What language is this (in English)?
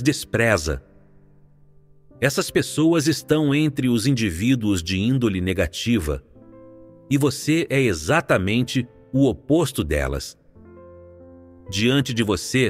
Portuguese